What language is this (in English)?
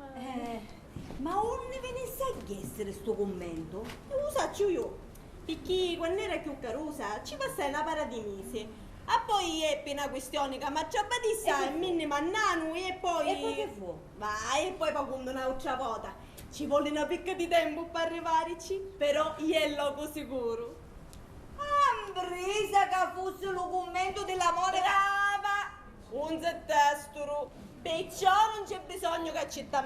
Sicilian